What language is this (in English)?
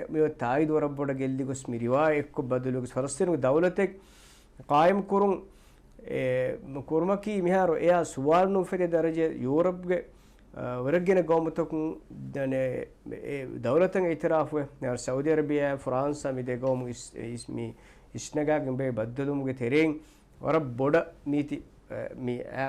Divehi